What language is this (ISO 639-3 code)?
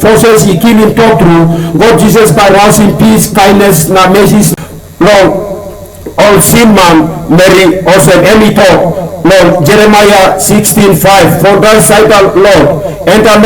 tpi